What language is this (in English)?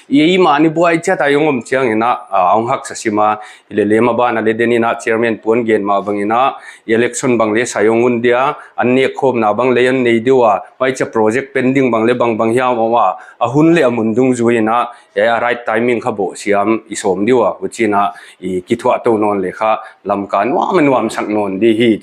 Paite Chin